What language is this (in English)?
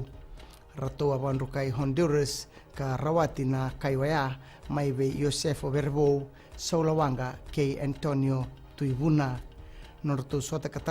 Fijian